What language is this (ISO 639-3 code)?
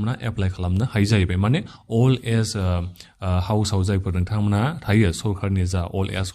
brx